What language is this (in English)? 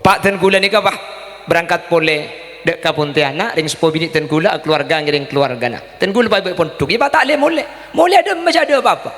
Madurese